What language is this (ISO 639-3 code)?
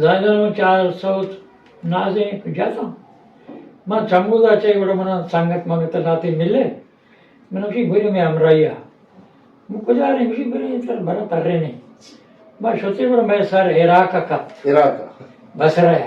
bgp